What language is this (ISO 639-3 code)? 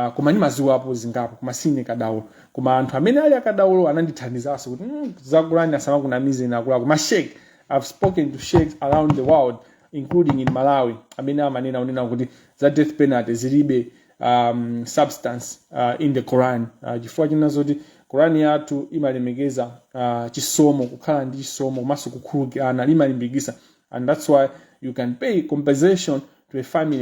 nya